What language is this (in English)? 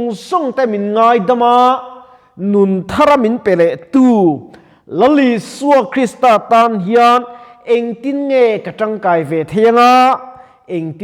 Mizo